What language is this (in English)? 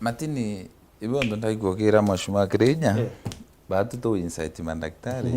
Meru